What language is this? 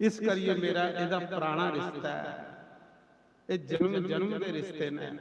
Dogri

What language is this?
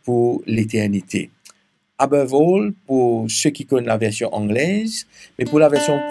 Morisyen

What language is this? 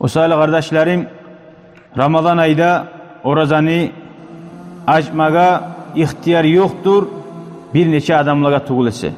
Kumyk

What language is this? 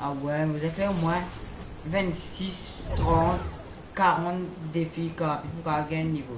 Morisyen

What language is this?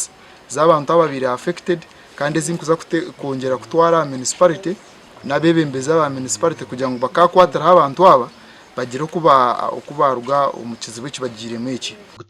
Nyankole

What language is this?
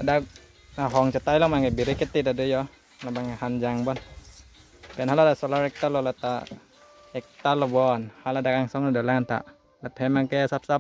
Karbi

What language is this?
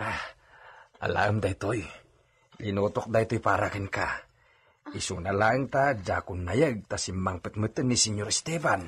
Iloko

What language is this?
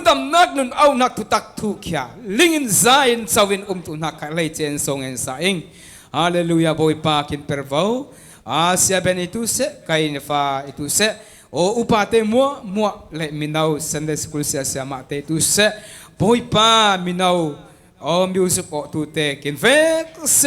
Falam Chin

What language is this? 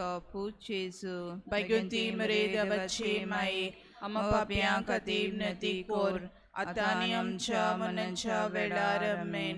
Konkani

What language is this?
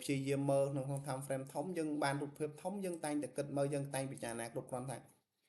Khmer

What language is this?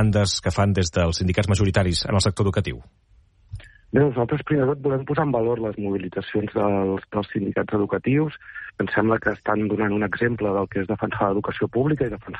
Catalan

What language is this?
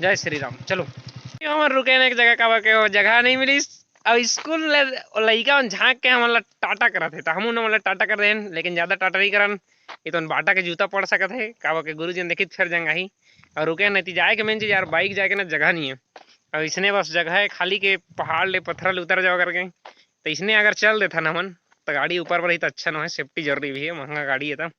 Chhattisgarhi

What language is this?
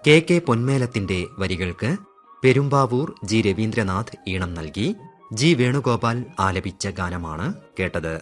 Malayalam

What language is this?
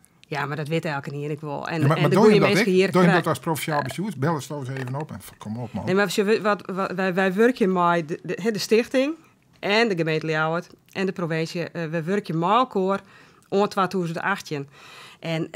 Western Frisian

